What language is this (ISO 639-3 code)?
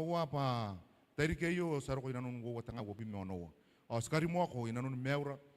gil